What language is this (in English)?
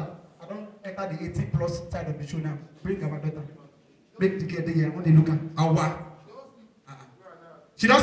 Nigerian Pidgin